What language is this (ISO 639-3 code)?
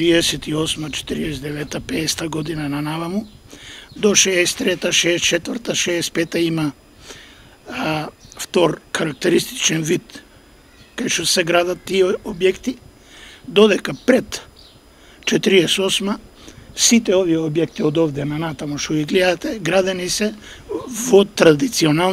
mkd